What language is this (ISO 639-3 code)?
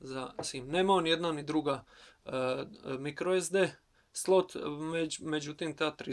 hrv